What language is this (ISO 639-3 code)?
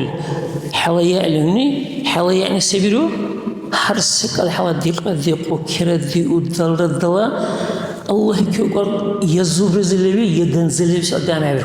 dar